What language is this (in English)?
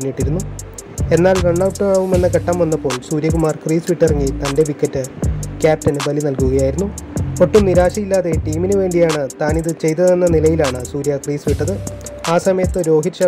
Malayalam